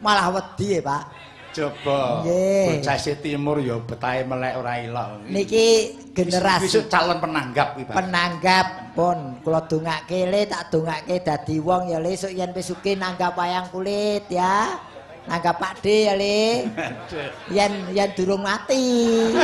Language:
Javanese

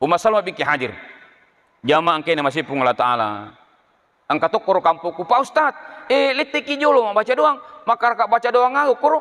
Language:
Buginese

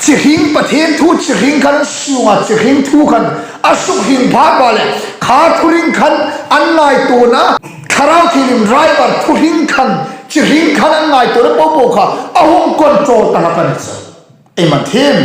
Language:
Hmar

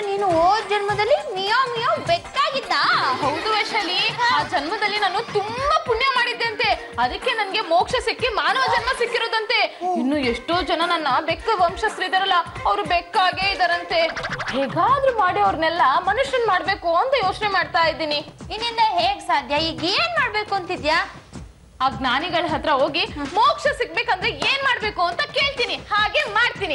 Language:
Kannada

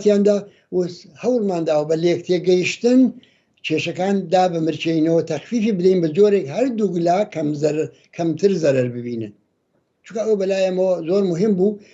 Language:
Central Kurdish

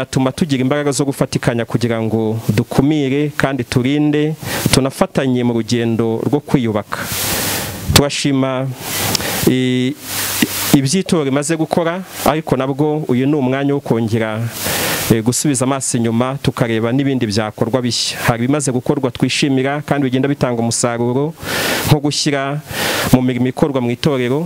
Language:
Kinyarwanda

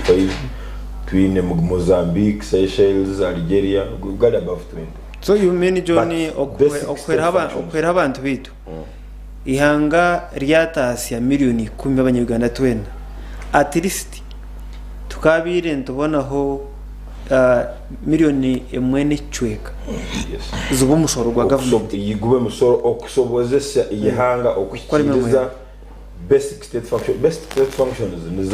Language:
Nyankole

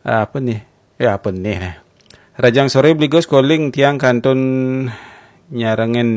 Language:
Balinese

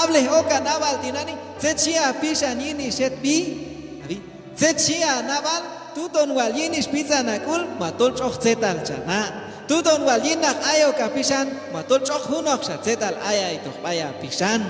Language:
Q'anjob'al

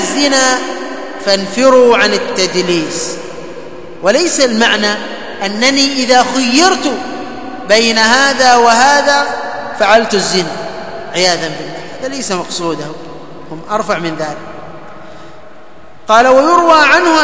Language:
Arabic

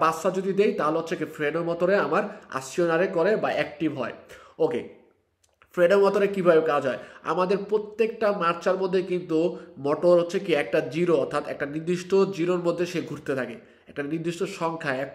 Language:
Bangla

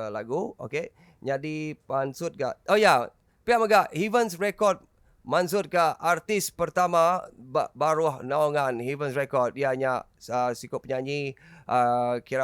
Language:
Iban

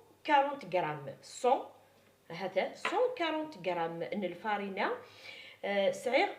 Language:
Kabyle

